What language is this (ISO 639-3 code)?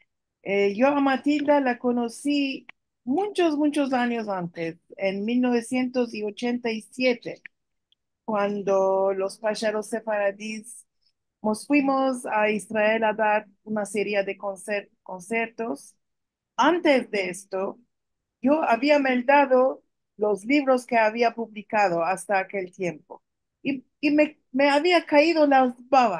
lad